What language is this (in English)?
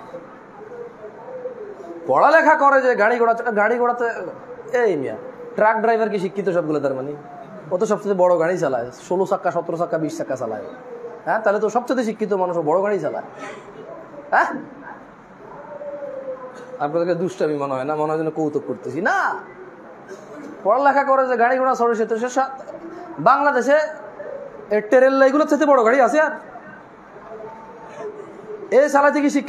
Bangla